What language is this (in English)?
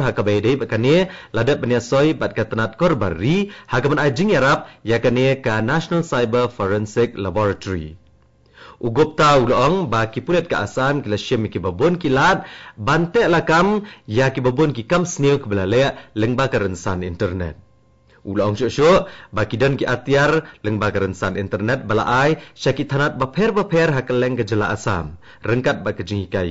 Khasi